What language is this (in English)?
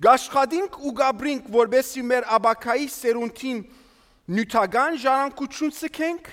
Armenian